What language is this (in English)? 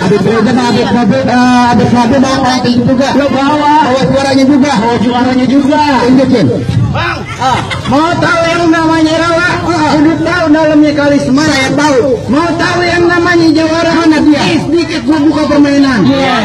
Betawi